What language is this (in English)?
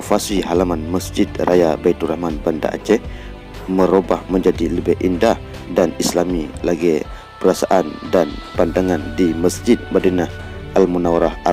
Achinese